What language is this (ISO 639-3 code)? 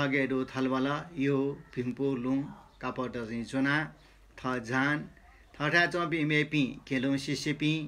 new